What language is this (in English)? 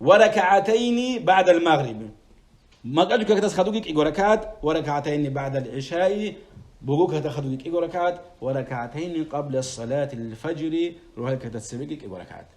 Avaric